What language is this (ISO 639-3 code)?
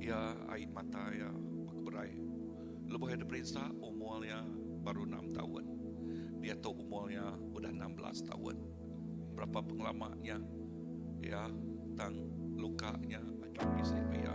iba